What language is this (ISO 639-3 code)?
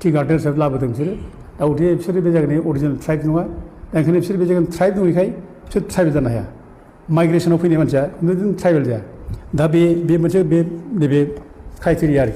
brx